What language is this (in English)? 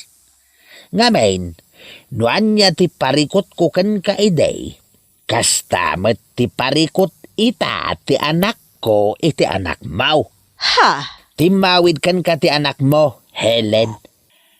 Iloko